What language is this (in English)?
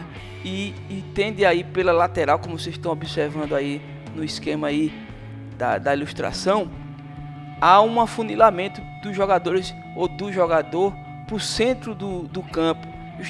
Portuguese